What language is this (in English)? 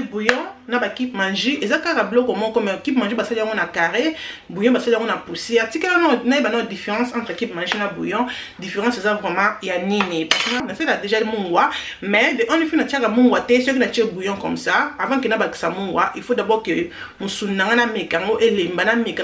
Lingala